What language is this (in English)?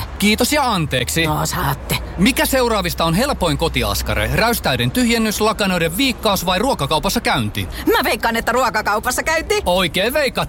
Finnish